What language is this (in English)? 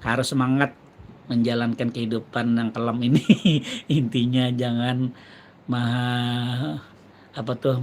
Banjar